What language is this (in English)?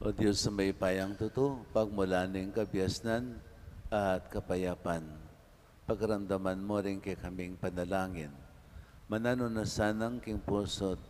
Pampanga